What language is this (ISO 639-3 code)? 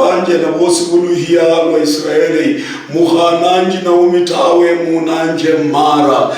luy